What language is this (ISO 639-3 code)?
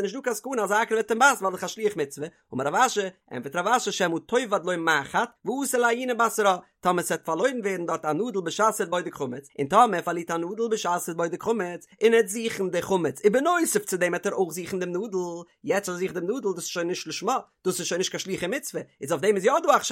yid